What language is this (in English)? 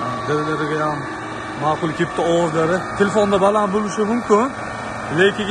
Uzbek